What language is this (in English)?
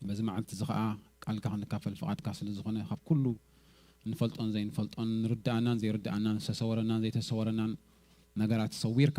Tigrinya